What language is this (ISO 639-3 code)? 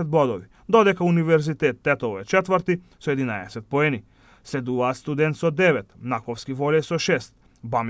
mkd